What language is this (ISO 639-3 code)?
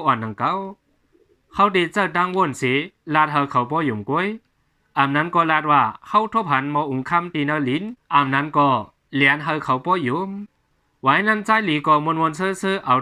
shn